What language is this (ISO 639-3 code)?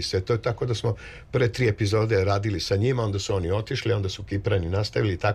srp